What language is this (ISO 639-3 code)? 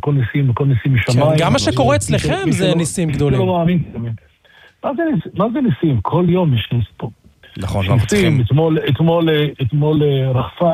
heb